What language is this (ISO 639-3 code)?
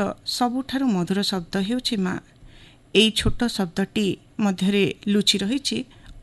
ori